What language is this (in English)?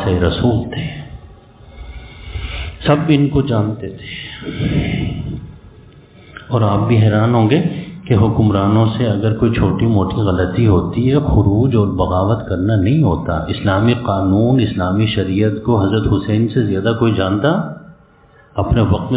Urdu